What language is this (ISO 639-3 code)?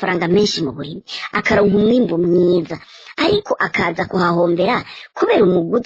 run